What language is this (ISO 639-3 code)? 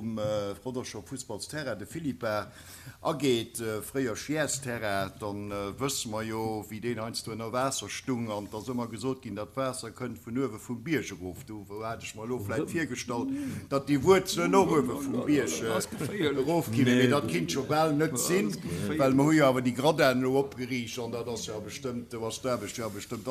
ltz